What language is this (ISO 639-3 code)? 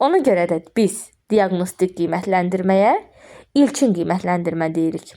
aze